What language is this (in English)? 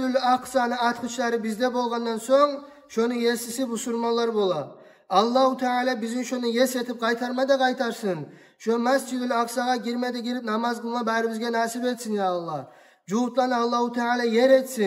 Kumyk